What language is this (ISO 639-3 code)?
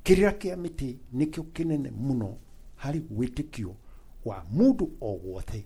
kik